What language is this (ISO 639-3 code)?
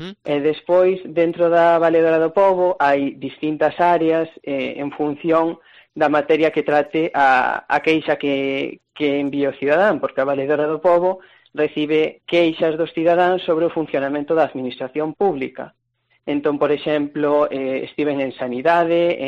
glg